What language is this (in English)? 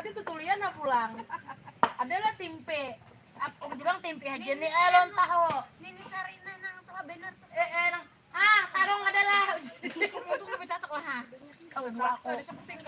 Banjar